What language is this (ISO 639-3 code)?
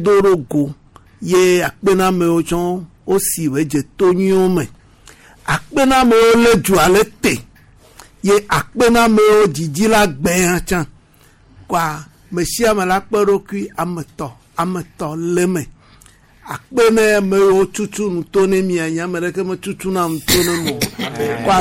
gej